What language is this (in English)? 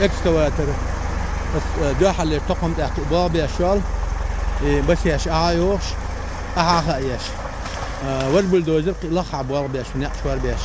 Chechen